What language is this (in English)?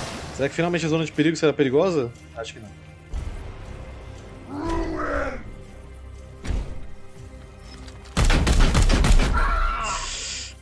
Portuguese